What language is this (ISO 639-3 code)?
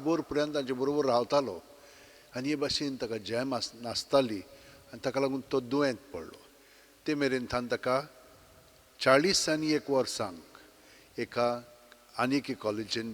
kok